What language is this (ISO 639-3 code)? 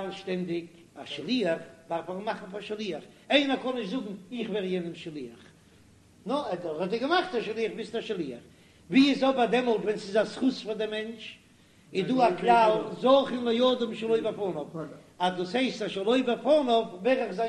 yid